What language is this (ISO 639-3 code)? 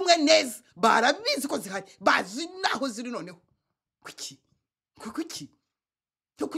kin